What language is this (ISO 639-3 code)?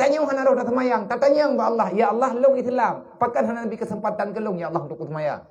ace